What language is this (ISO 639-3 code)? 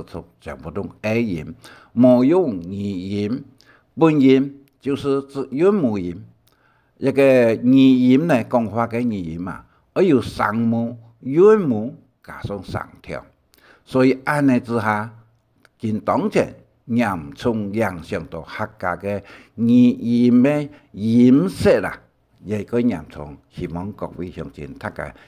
hak